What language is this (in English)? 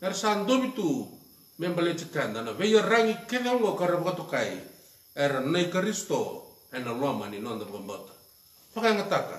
Fijian